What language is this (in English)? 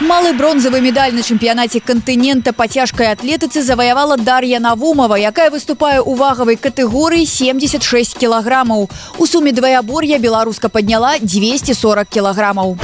Belarusian